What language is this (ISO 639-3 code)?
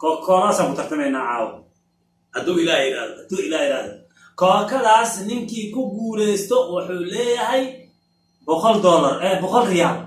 som